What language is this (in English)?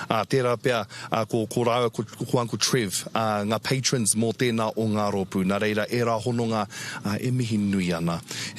Māori